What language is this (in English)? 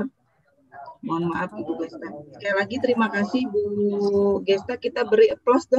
Indonesian